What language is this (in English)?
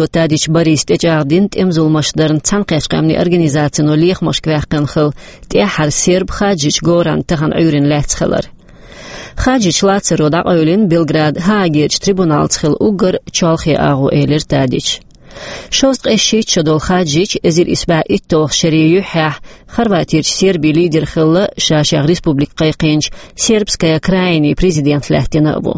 Chechen